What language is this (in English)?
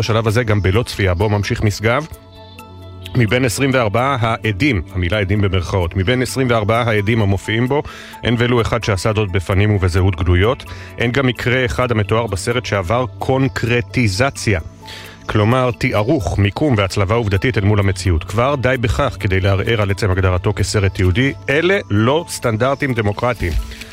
Hebrew